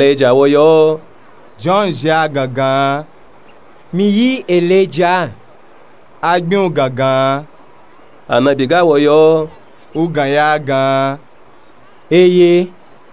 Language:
Nupe-Nupe-Tako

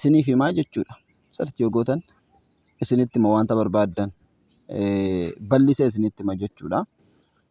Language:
Oromo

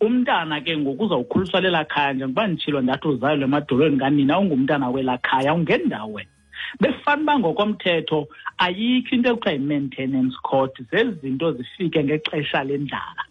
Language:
Xhosa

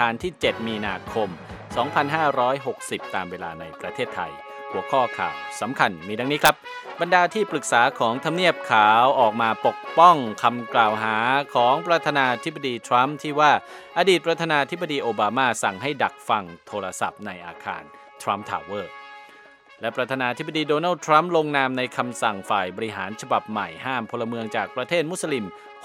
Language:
Thai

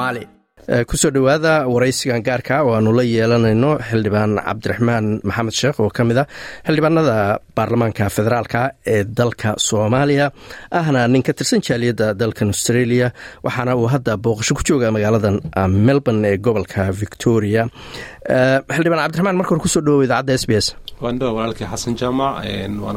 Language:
Somali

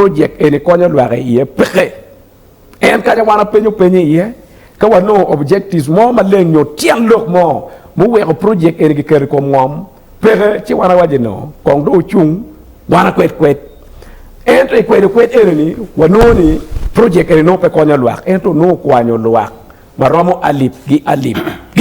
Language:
Acoli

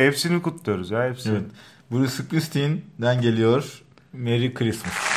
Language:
Turkish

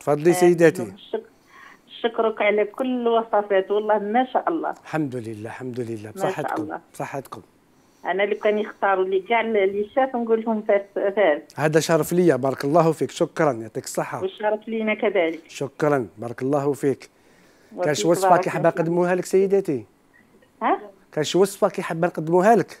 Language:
Algerian Arabic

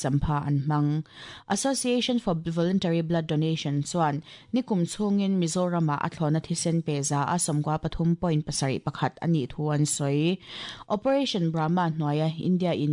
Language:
Mizo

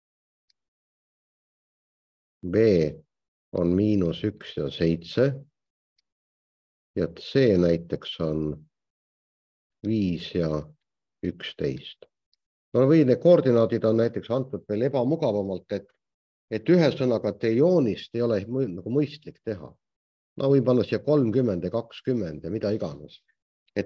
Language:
Estonian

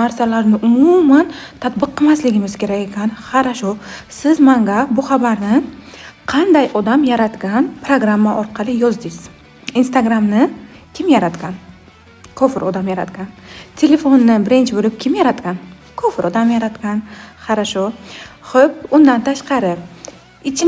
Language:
Uzbek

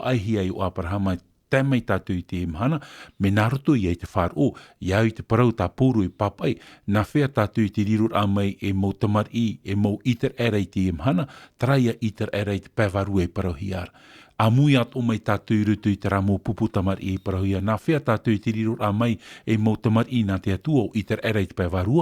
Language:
Tahitian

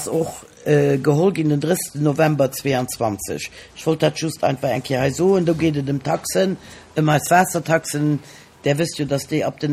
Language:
Luxembourgish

